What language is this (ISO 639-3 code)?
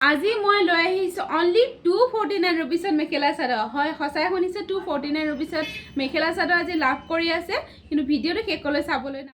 asm